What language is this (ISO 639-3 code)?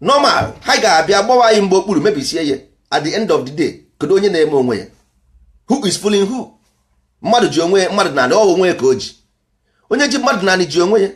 ibo